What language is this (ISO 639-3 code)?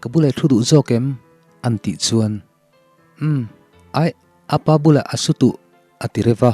lus